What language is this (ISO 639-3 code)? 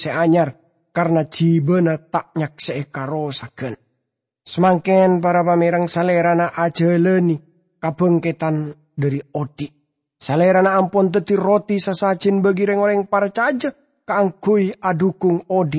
mad